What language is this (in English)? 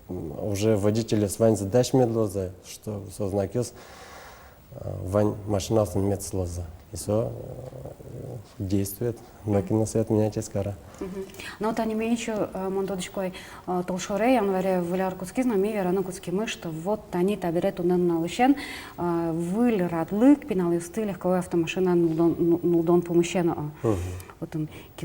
Udmurt